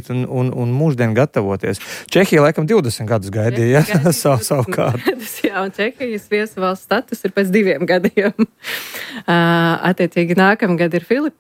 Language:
Latvian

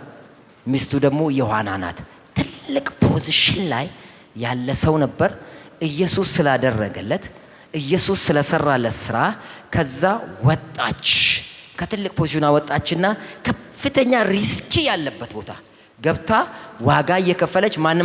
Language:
Amharic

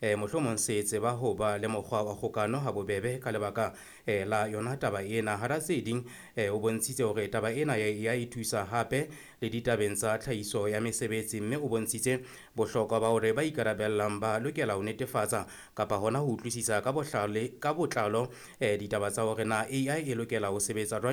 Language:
Southern Sotho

